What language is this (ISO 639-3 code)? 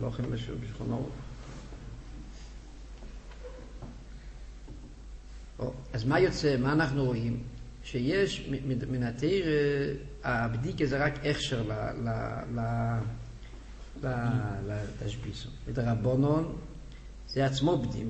heb